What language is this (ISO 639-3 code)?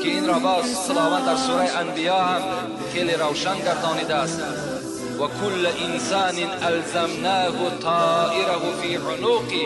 tgk